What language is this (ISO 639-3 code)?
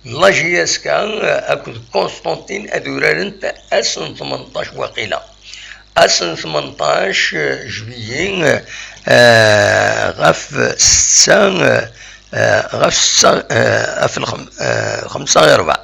kab